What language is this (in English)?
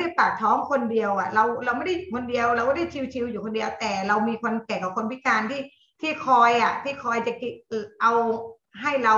Thai